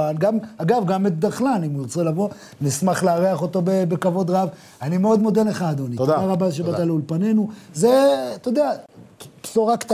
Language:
Hebrew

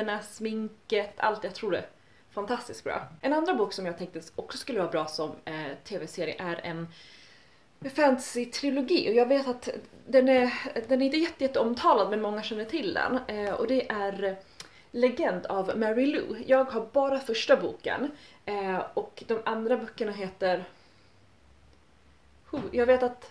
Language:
Swedish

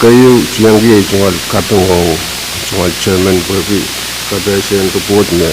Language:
Pohnpeian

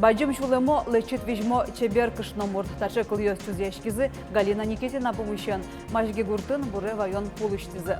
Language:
Udmurt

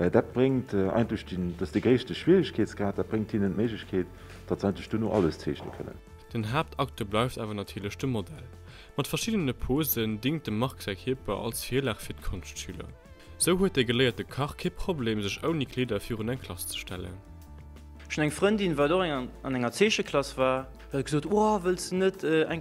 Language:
Luxembourgish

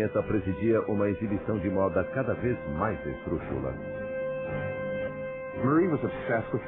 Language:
Portuguese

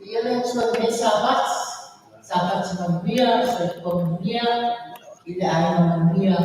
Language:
Samoan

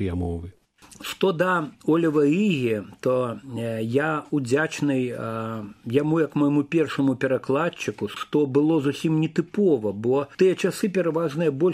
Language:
Belarusian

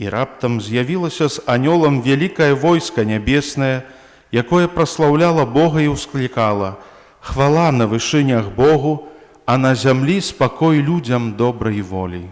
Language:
Belarusian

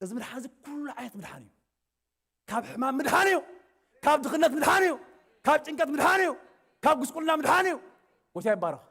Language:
Tigrinya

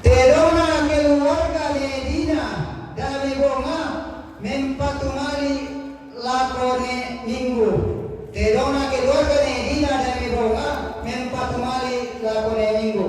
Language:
Toraja-Sa'dan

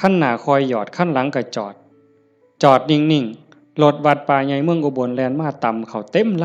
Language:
Northeastern Thai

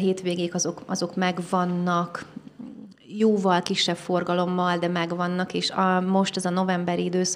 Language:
Hungarian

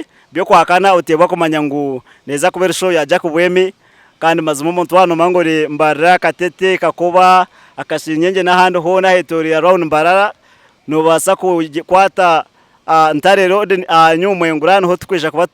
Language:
Nyankole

